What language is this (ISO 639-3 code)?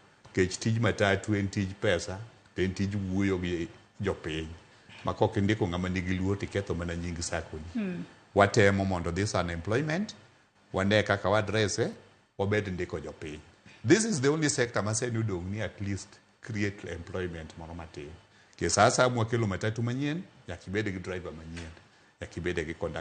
luo